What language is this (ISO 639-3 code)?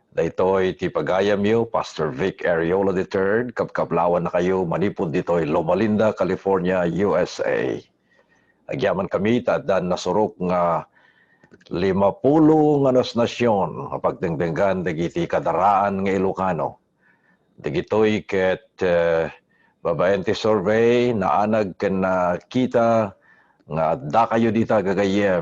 ilo